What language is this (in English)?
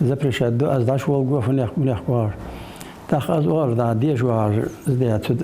Ingush